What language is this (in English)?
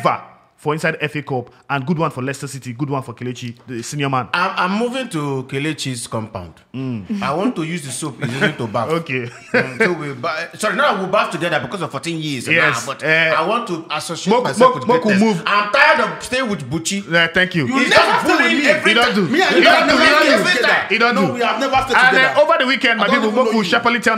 Nigerian Pidgin